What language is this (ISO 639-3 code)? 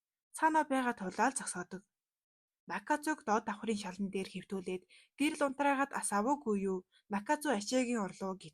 mon